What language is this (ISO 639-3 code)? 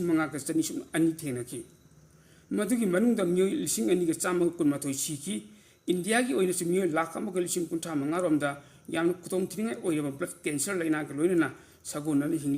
mni